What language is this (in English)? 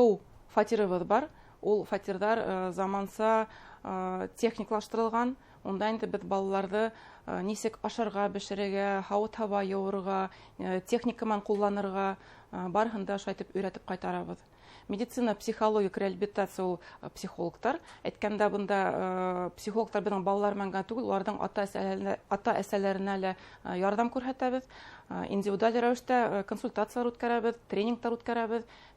Bashkir